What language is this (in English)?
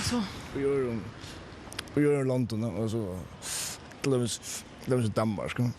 Faroese